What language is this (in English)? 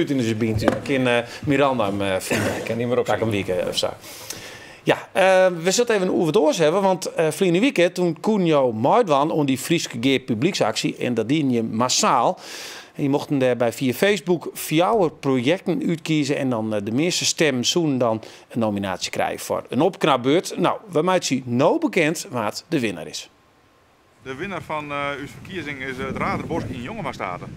Western Frisian